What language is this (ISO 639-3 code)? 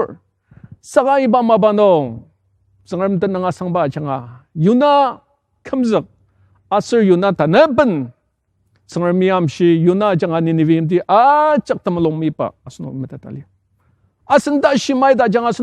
njo